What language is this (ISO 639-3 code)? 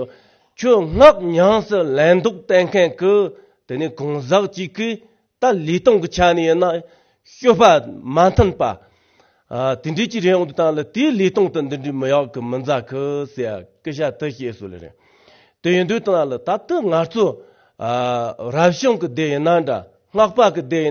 bod